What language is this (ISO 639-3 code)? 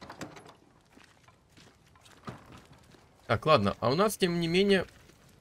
rus